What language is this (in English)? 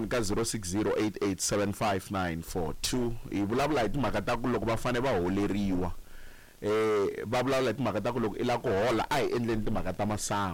Tsonga